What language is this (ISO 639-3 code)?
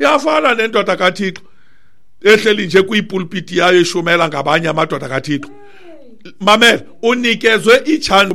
xho